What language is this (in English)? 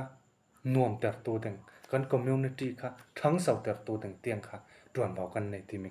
Falam Chin